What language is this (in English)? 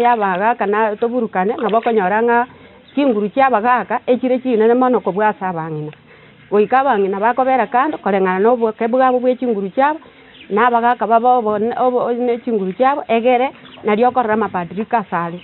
Gusii